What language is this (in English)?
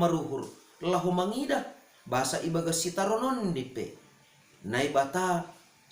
Batak Simalungun